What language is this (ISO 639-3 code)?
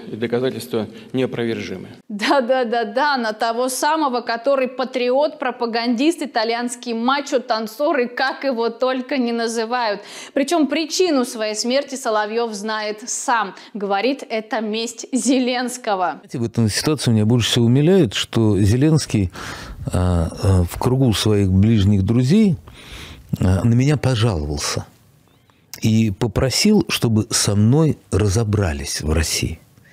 rus